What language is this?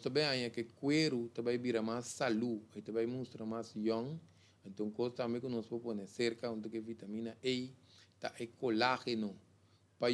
Papiamento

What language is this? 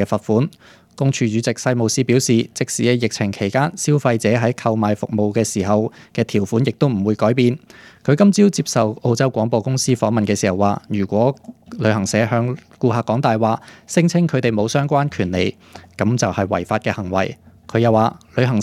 Cantonese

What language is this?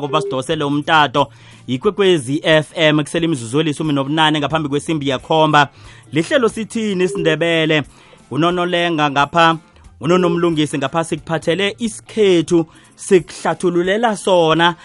South Ndebele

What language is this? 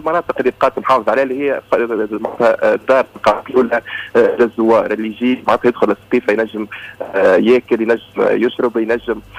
Tunisian Arabic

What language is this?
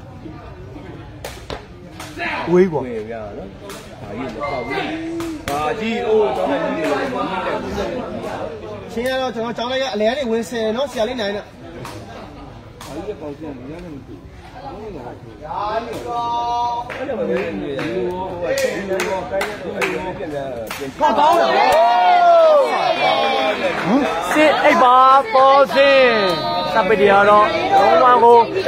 Burmese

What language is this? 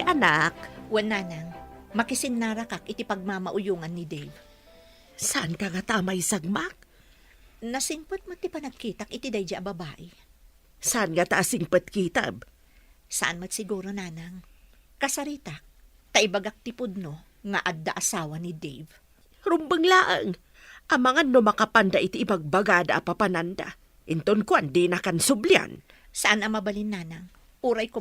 Iloko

